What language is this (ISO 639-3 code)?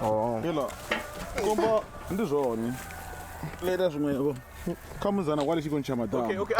ven